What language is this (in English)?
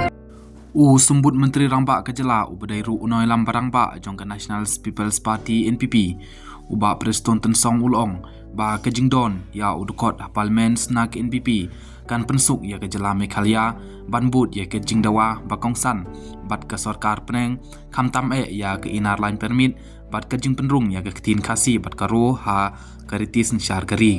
Khasi